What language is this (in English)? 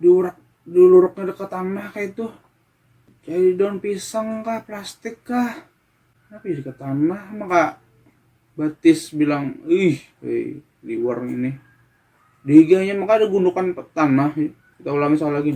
Banjar